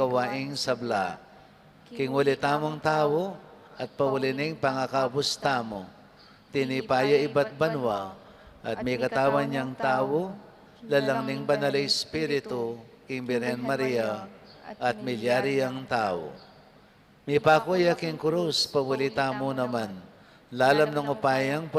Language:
Pampanga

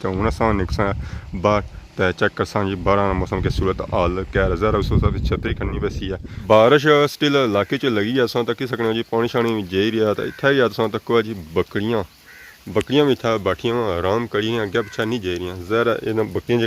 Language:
Pahari-Potwari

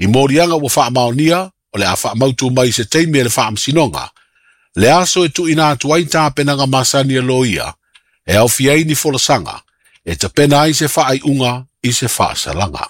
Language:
Samoan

